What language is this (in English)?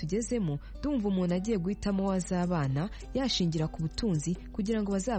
Kinyarwanda